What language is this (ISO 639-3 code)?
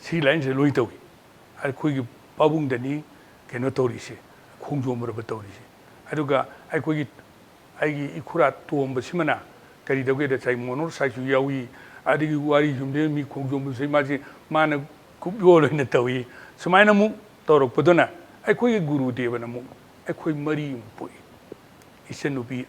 mni